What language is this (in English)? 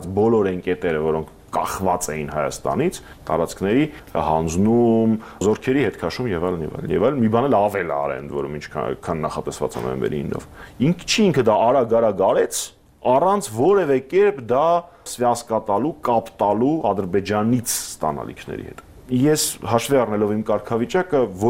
Armenian